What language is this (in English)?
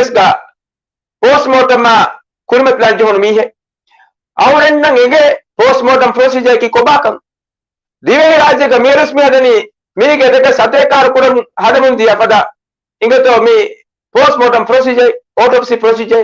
Divehi